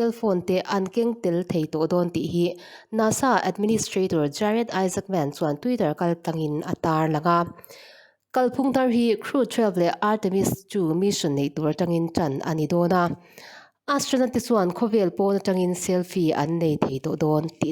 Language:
Mizo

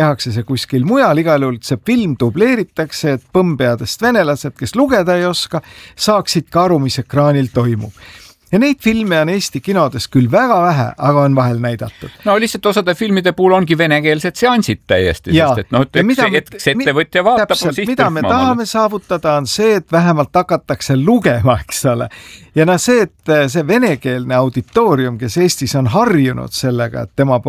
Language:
Estonian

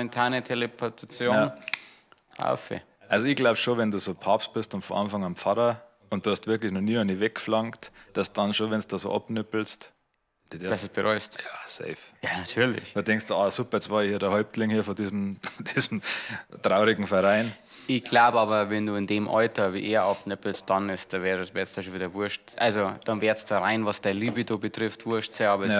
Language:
Bavarian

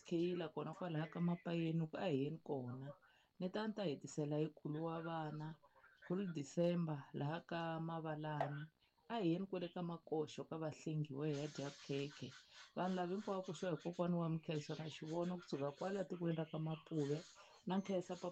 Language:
Tsonga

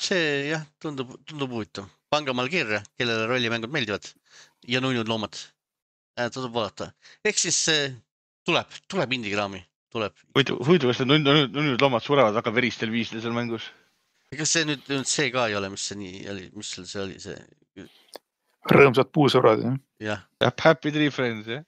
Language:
Estonian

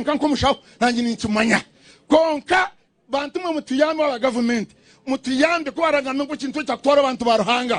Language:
Nyankole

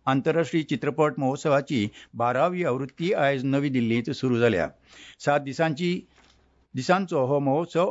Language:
Konkani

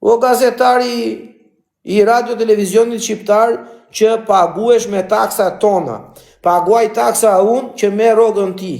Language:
Albanian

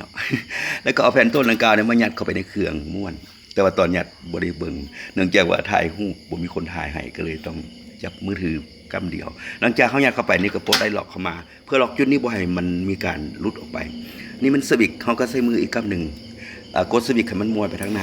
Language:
Lao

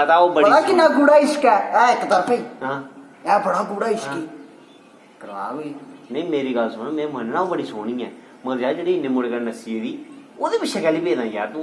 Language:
Dogri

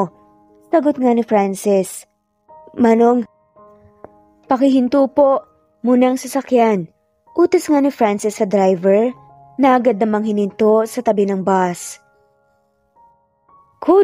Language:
Filipino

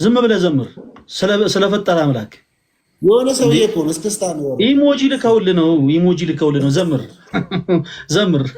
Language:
Amharic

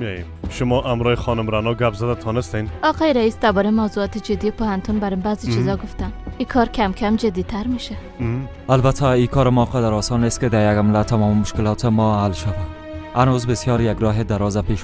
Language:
Persian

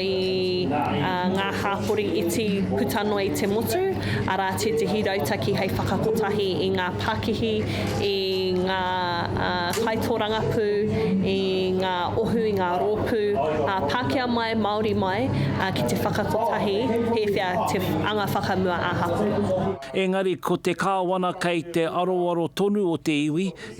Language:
Māori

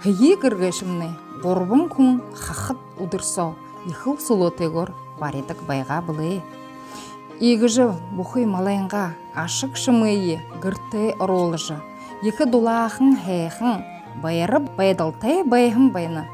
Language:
Buriat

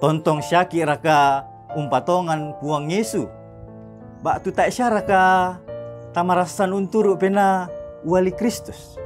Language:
Toraja-Sa'dan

